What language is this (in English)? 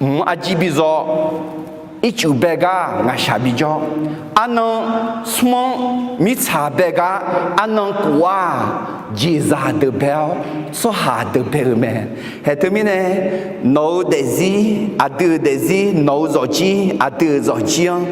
Akha